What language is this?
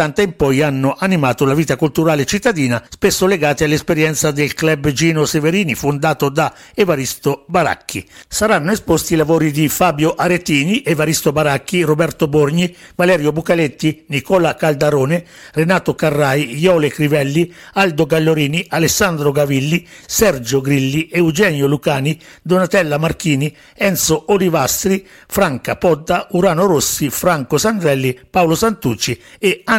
Italian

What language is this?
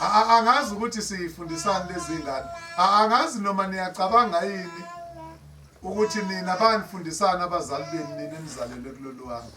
Zulu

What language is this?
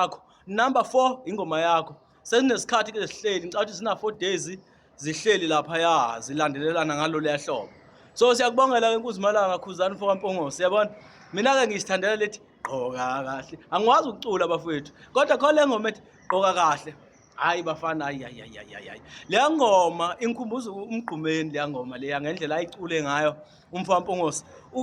Zulu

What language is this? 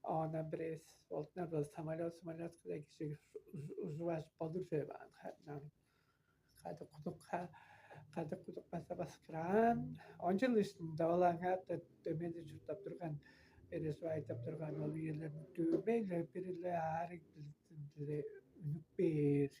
Tuvinian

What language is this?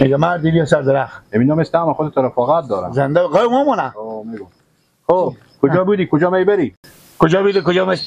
Persian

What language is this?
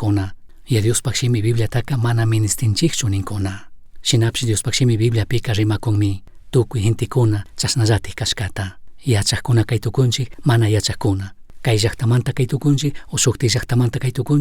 Chimborazo Highland Quichua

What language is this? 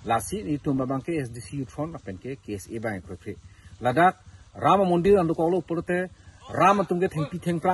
Karbi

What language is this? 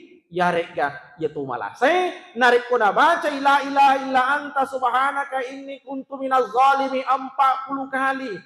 Buginese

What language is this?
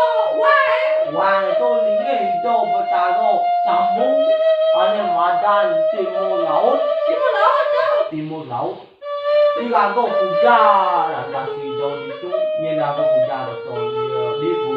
Balinese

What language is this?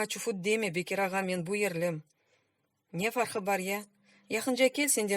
Crimean Tatar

